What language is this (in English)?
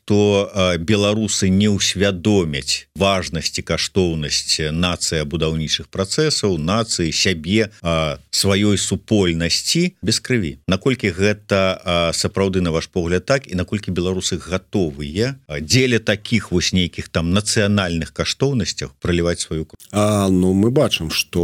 Belarusian